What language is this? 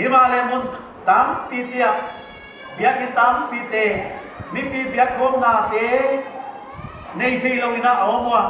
Paite Chin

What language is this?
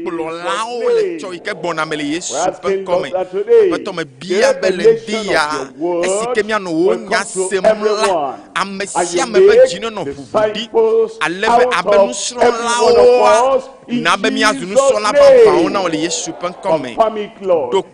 Ewe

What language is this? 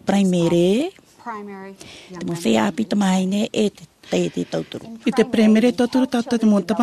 Tahitian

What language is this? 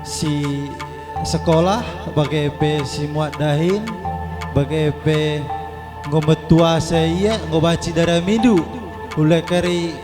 Batak Karo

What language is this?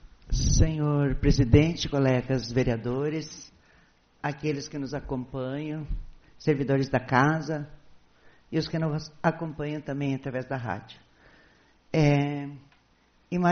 Portuguese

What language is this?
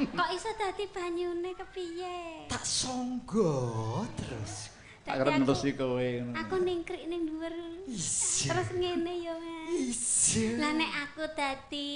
Javanese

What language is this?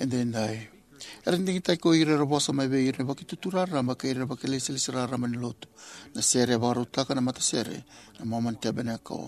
Fijian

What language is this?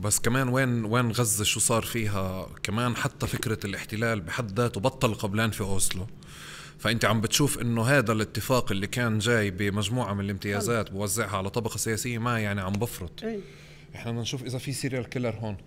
North Levantine Arabic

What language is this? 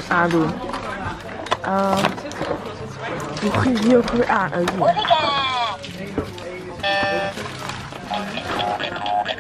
Dutch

